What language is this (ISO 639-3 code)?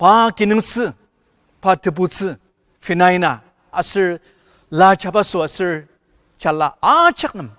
njo